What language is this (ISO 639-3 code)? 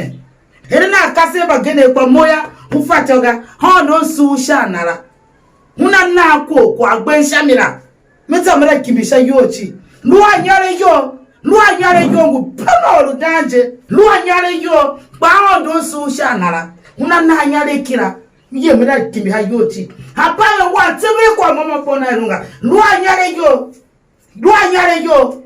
tiv